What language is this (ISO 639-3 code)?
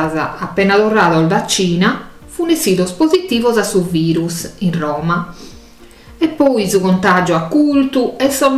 srd